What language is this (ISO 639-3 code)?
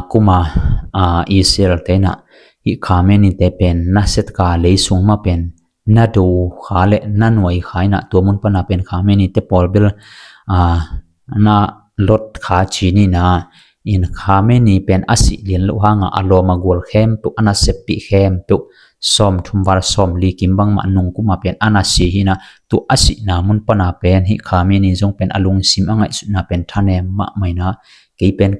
ctd